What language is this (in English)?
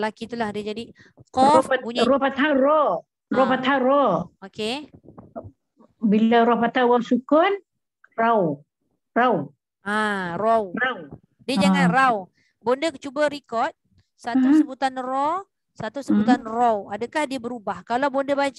Malay